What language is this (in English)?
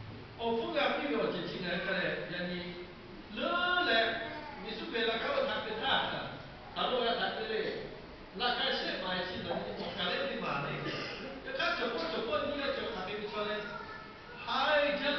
Lahu